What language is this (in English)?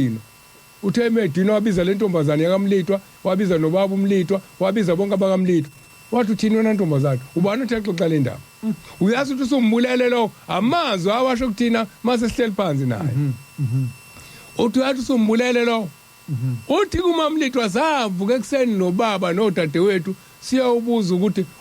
Zulu